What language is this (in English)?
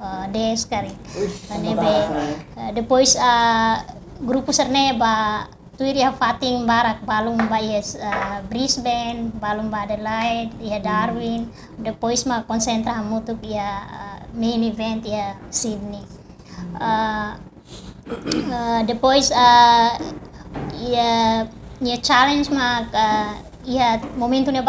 Tetum